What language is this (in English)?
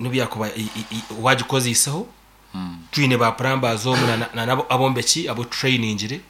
Nyankole